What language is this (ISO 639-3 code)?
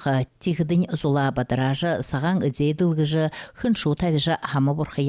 bua